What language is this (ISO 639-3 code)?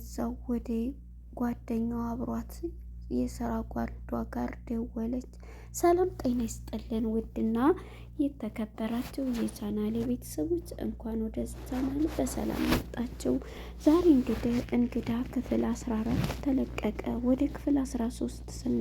amh